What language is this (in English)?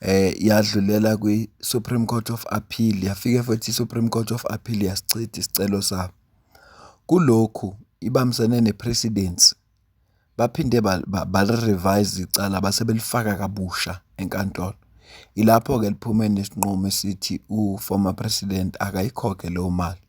Zulu